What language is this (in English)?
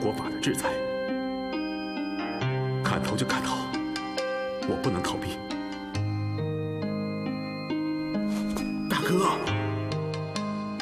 Chinese